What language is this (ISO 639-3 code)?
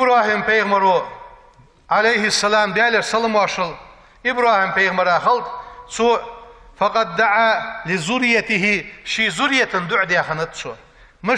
inh